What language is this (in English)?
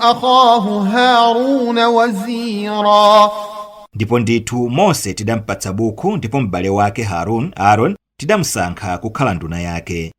Nyanja